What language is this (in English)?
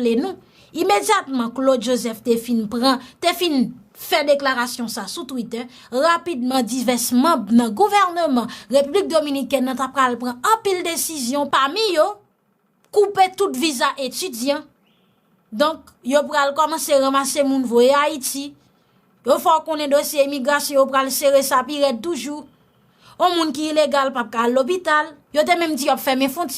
Haitian Creole